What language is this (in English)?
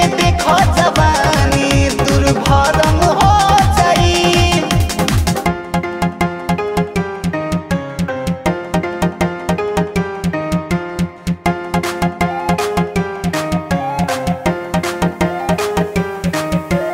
Bhojpuri